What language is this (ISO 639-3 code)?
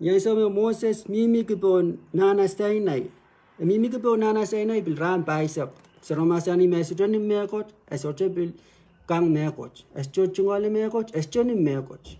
pon